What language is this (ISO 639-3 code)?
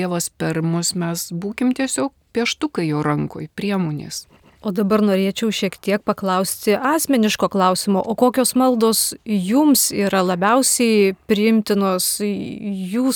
lit